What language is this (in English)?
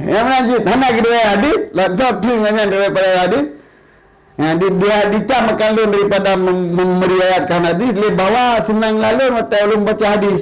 Achinese